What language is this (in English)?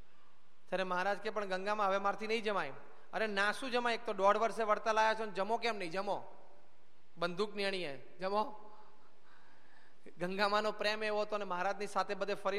Gujarati